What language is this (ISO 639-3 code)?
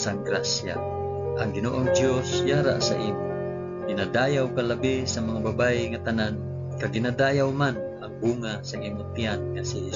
hil